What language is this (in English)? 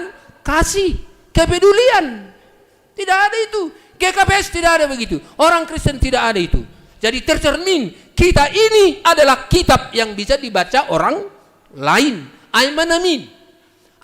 Batak Simalungun